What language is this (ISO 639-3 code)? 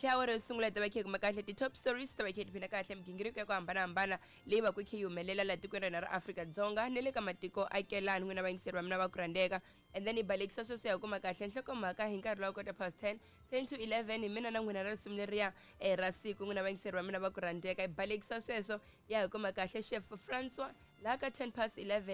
tso